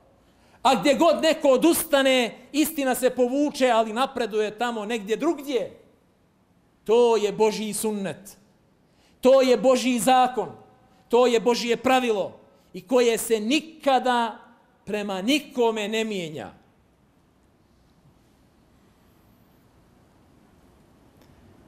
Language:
Bosnian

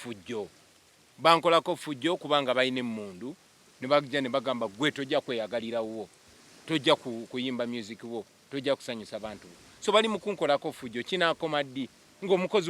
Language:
Ganda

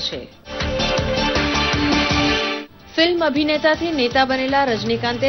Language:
Gujarati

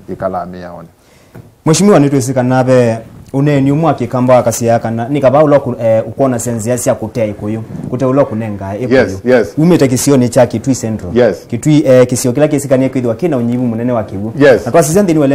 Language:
Kamba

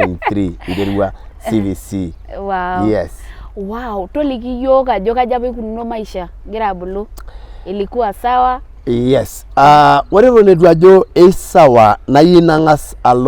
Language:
Masai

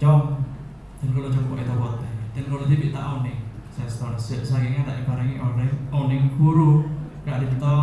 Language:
Madurese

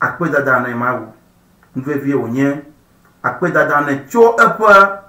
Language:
Ewe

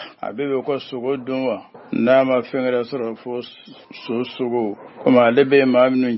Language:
Bambara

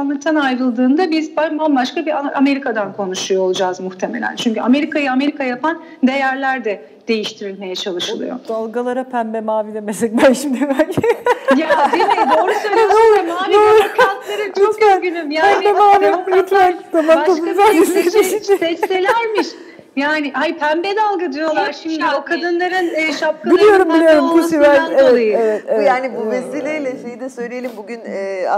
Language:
Turkish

